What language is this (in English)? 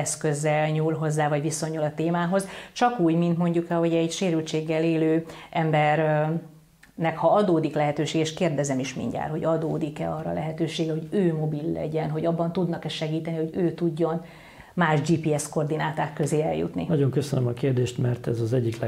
Hungarian